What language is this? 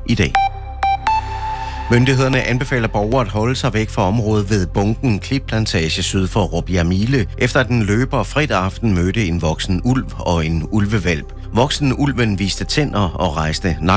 Danish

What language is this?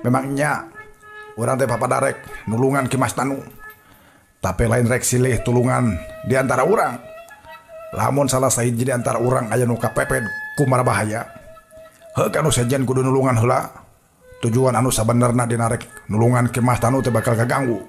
Sundanese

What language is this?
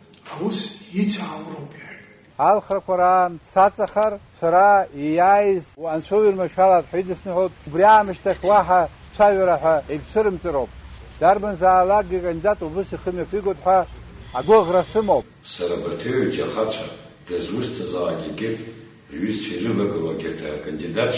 Abkhazian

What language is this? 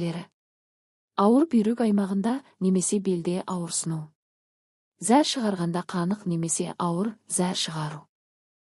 Kazakh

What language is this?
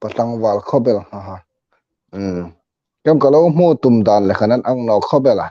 Hmar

